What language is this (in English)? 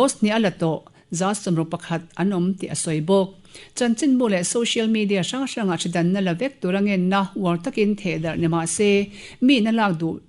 Mizo